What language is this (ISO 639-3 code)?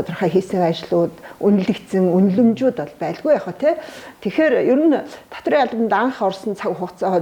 mon